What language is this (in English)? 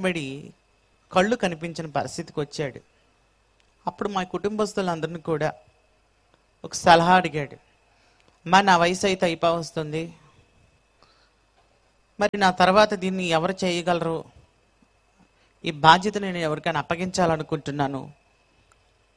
Telugu